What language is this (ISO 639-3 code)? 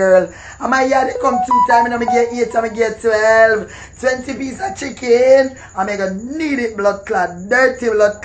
jam